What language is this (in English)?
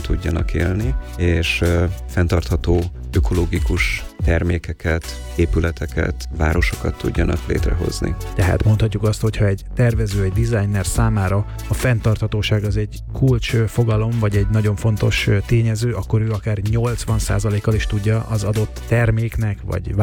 Hungarian